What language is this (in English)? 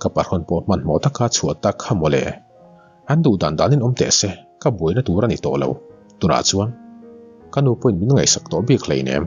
Mizo